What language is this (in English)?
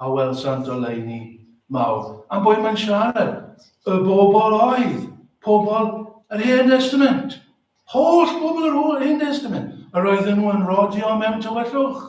Welsh